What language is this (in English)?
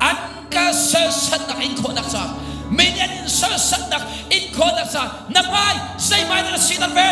Hakha Chin